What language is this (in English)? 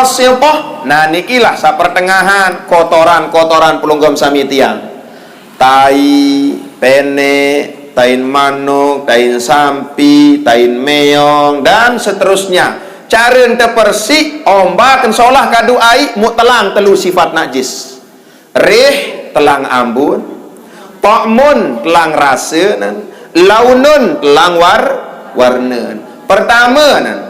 Sasak